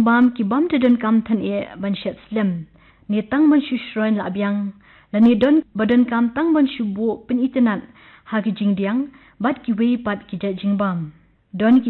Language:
Khasi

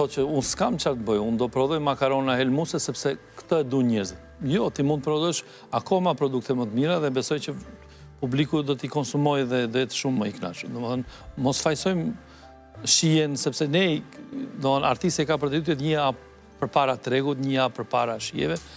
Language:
Albanian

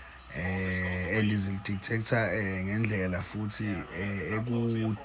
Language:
Zulu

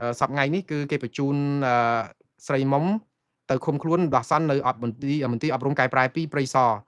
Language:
Khmer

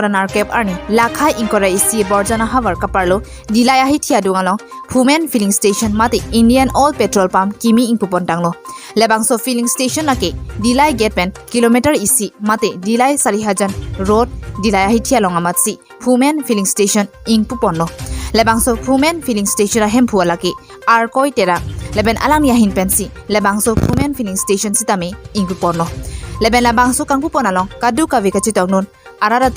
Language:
Karbi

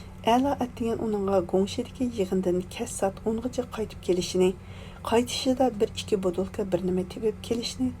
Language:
Uyghur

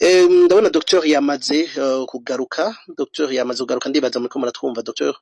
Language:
Rundi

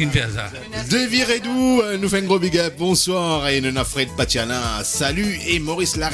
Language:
Morisyen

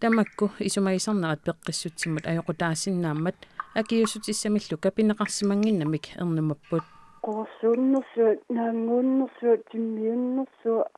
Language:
Kalaallisut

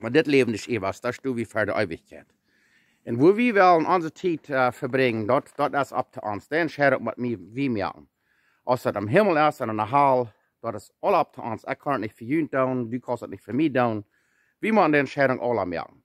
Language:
Plautdietsch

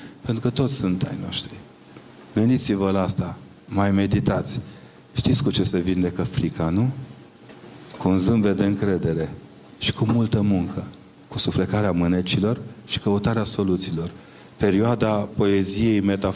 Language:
Romanian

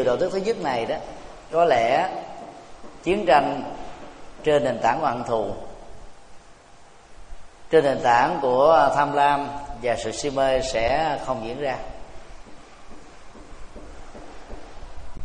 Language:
Vietnamese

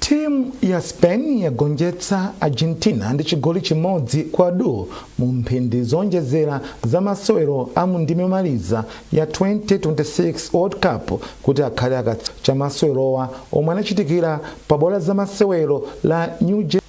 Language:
Nyanja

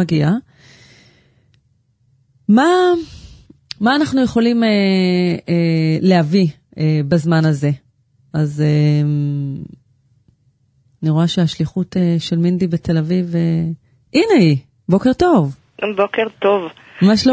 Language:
Hebrew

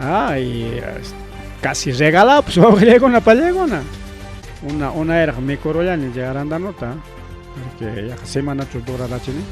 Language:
Ayacucho Quechua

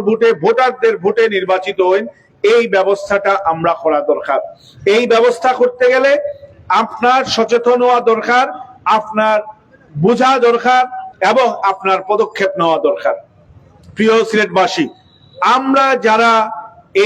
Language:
Sylheti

